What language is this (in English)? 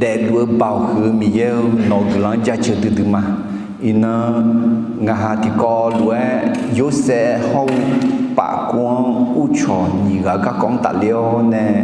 Akha